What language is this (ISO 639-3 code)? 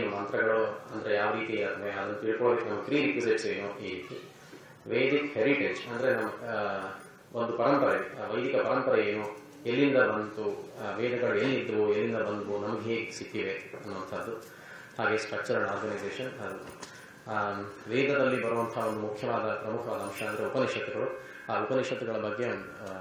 kan